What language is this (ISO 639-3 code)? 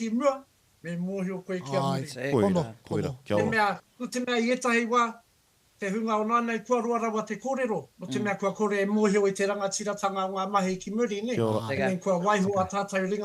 mri